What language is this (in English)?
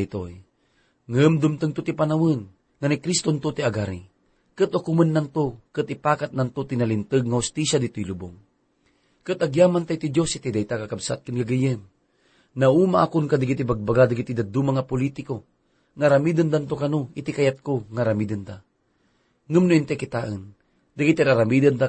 Iloko